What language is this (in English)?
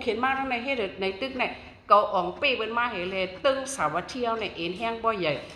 Shan